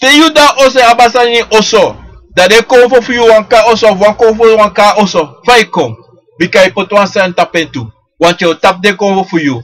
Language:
Sranan Tongo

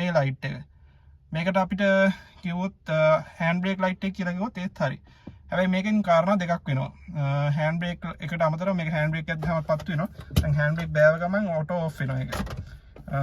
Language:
Sinhala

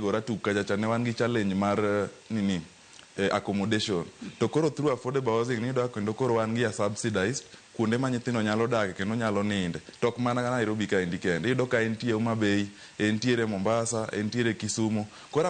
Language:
Luo (Kenya and Tanzania)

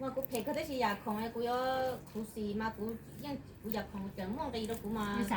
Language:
Hmong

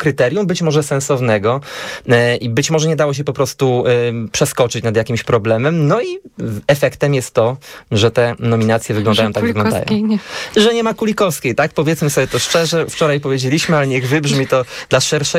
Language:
Polish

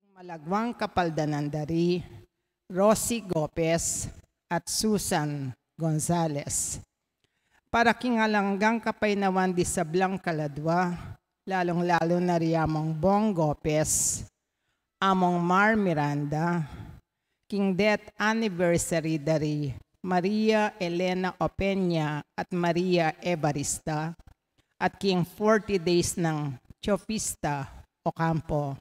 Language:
Pampanga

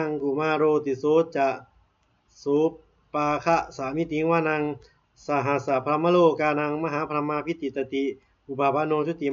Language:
Pali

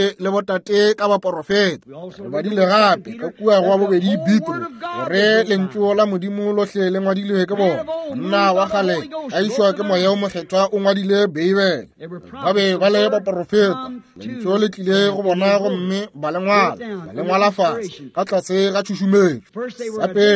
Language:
Northern Sotho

